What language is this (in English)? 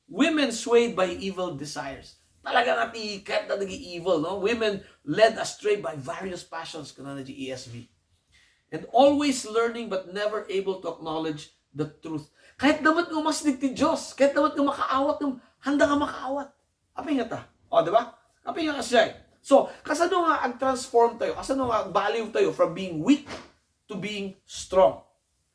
Iloko